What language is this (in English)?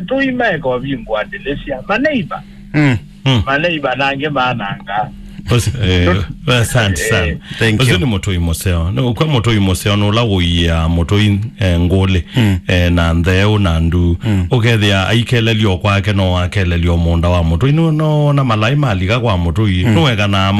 Kamba